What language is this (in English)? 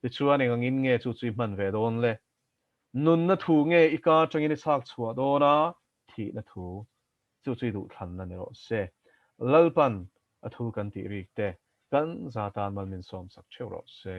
Mizo